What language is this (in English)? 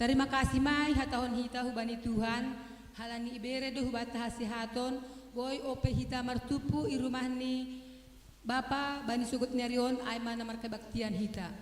Batak Simalungun